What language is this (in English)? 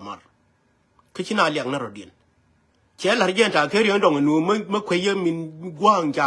Nuer